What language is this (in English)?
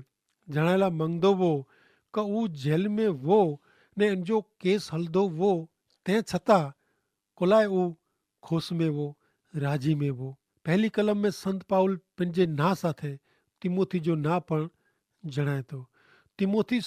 Kachhi